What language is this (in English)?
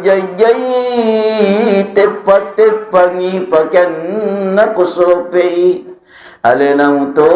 Buginese